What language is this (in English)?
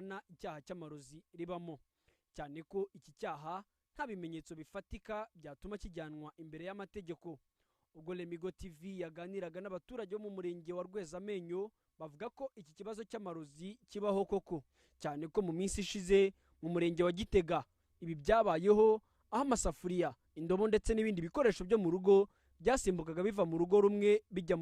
Kinyarwanda